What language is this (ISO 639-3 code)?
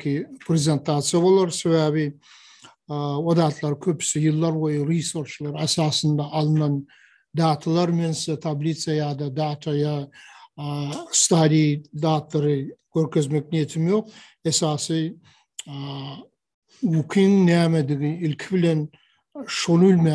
tuk